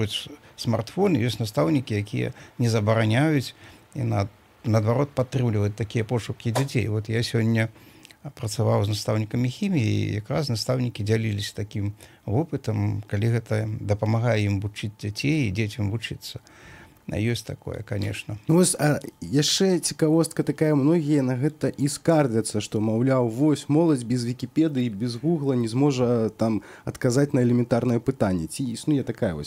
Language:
Belarusian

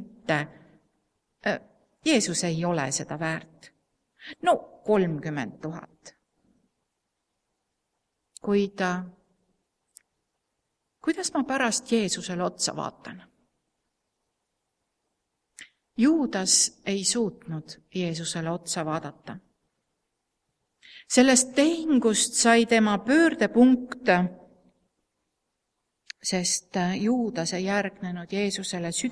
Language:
Estonian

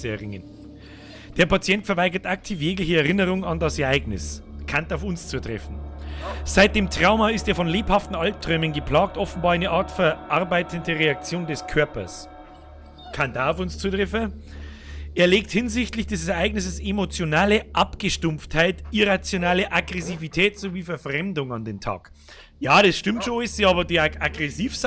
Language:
Bavarian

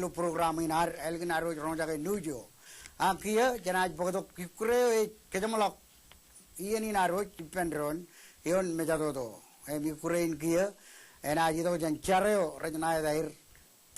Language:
Marshallese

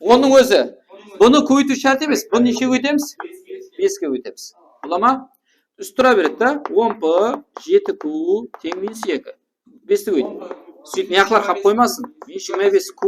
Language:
Kara-Kalpak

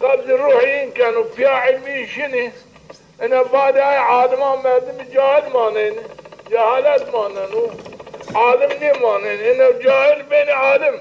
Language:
Zaza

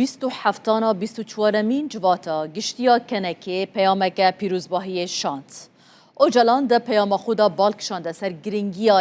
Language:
Kurdish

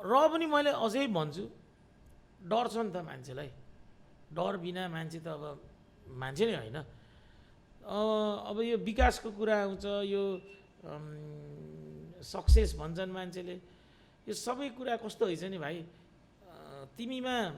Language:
Nepali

